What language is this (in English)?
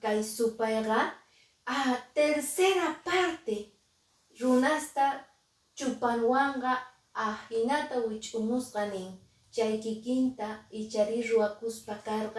Quechua